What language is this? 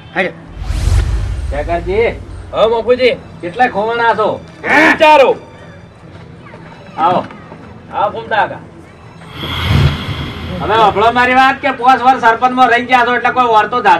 Gujarati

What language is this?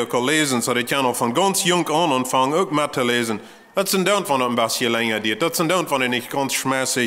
Plautdietsch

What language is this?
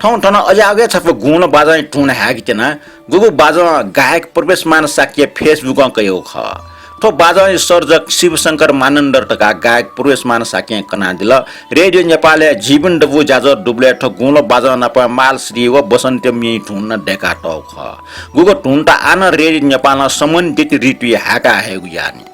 Newari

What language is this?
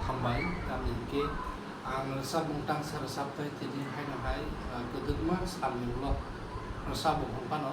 Kok Borok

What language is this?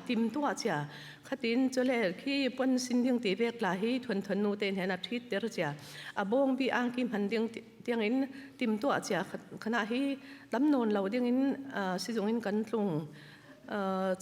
Falam Chin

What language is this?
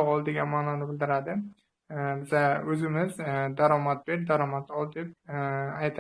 Uzbek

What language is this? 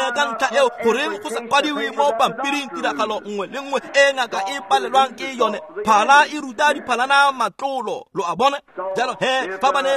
Tswana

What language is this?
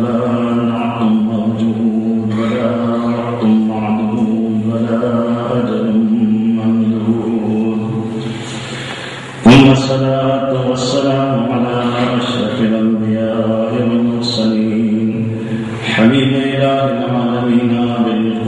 Urdu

